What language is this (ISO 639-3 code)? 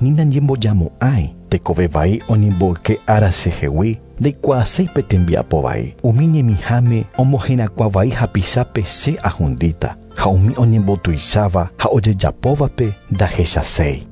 grn